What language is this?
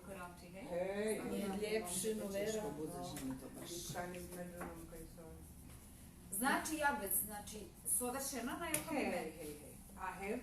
Rusyn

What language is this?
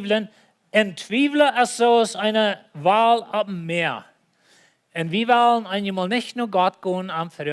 Plautdietsch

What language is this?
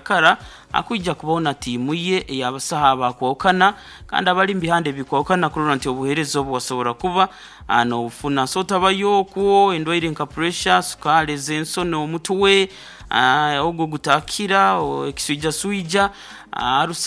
Nyankole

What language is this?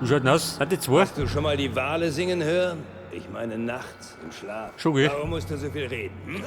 Bavarian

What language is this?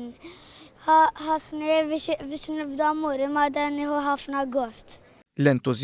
Maltese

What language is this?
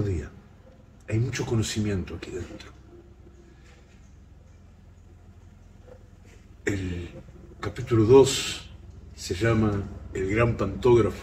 Spanish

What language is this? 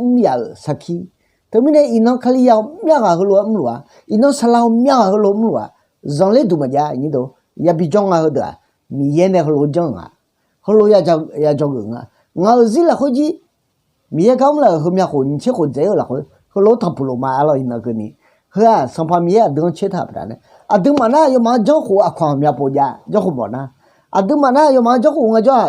Akha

